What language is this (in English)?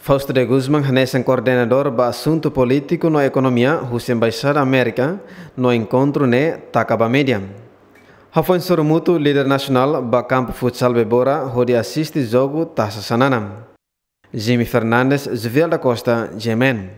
Tetum